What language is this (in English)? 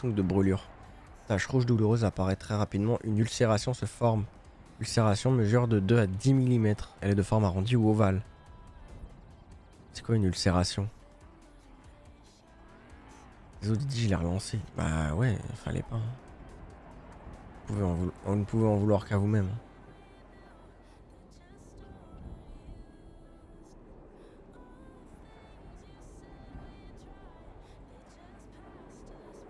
French